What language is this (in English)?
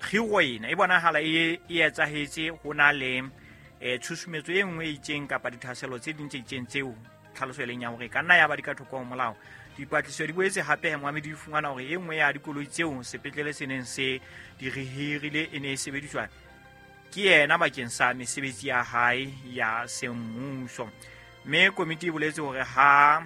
Southern Sotho